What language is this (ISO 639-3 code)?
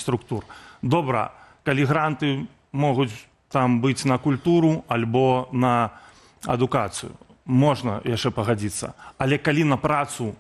bel